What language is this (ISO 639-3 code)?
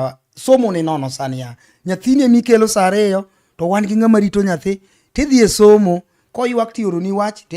luo